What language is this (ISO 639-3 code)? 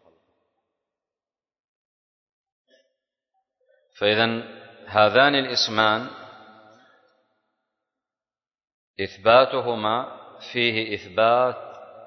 ara